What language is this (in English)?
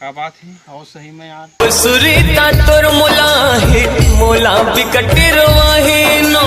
Chhattisgarhi